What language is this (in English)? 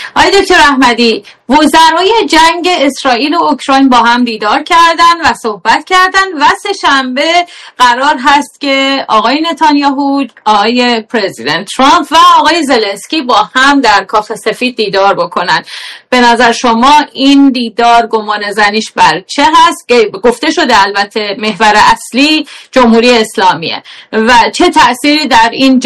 Persian